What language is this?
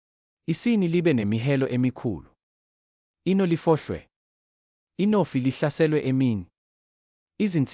Zulu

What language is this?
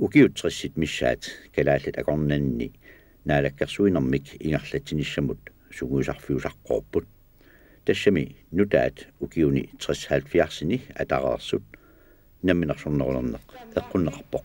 Kalaallisut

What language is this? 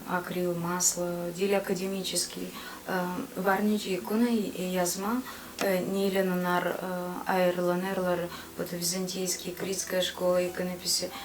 Gagauz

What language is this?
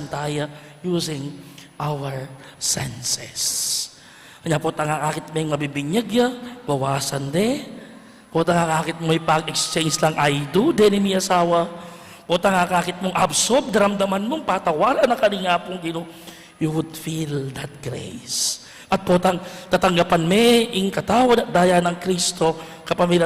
Pampanga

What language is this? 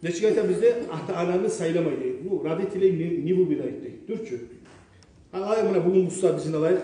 Kumyk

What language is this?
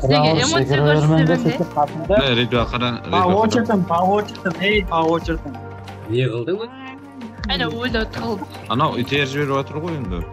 Kara-Kalpak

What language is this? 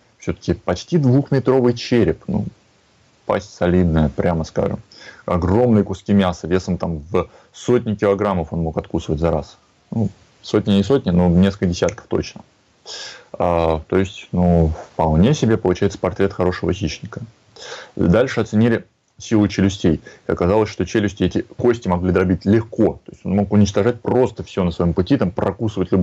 Russian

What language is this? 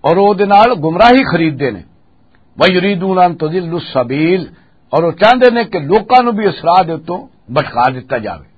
Western Panjabi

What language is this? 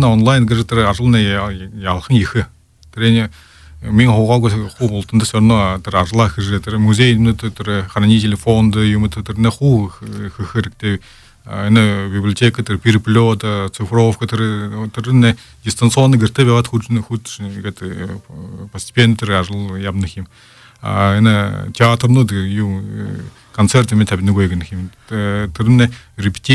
Buriat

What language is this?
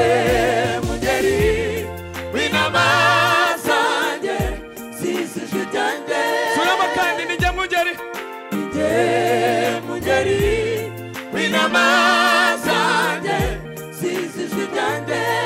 Kinyarwanda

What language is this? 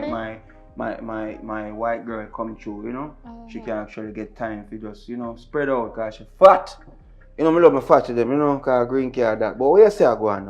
Jamaican Creole English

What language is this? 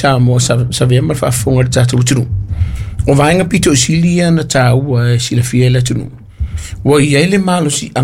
Samoan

